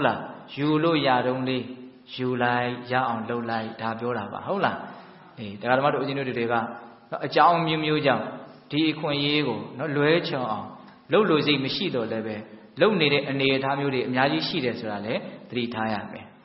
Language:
Burmese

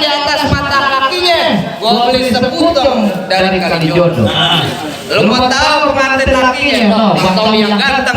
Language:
Betawi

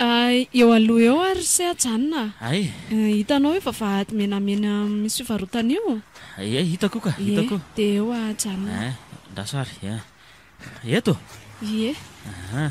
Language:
Malagasy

